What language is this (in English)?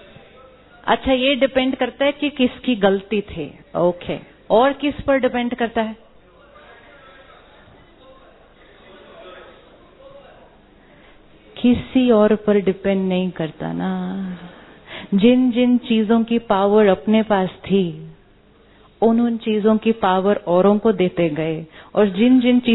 Hindi